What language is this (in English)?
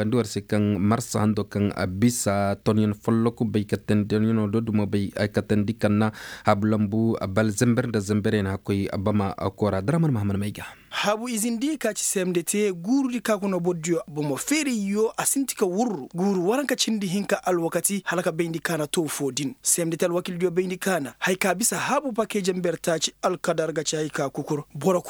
Koyraboro Senni